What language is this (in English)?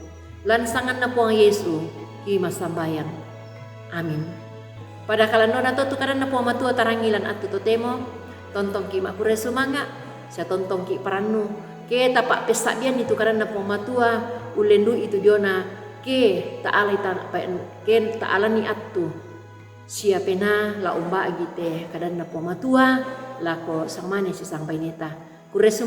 Toraja-Sa'dan